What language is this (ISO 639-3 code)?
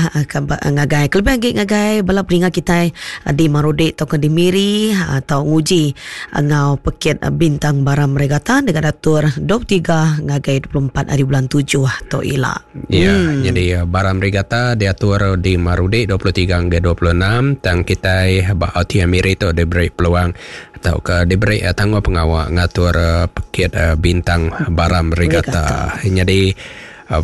iba